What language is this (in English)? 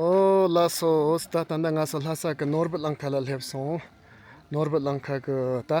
Tibetan